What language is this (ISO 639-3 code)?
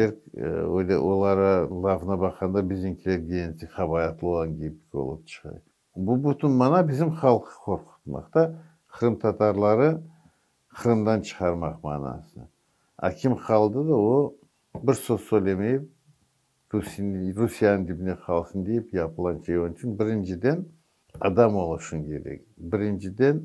crh